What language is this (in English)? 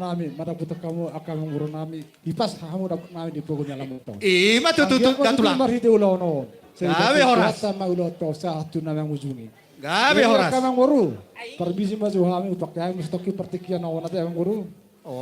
Batak Toba